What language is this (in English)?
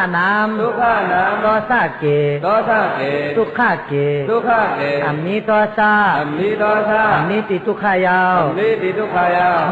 Shan